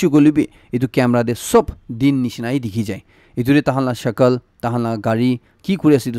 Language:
Naga Pidgin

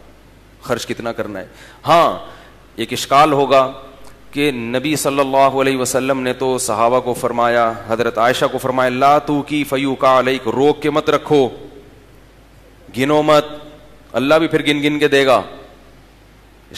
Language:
Urdu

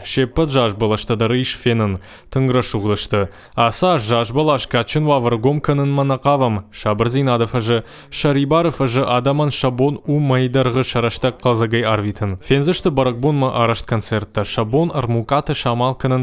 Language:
Ossetic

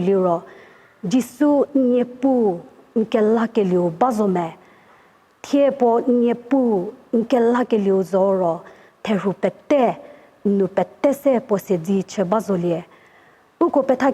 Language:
Angami Naga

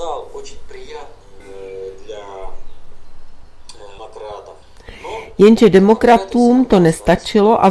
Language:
Czech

